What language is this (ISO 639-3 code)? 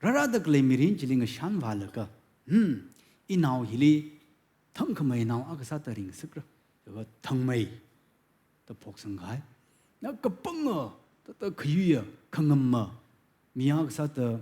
nmf